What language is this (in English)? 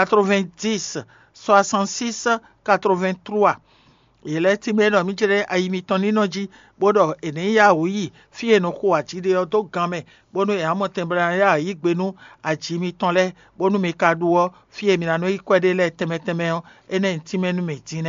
Fon